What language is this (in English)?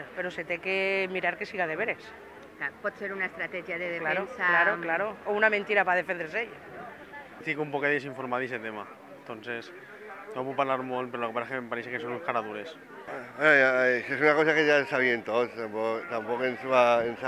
Catalan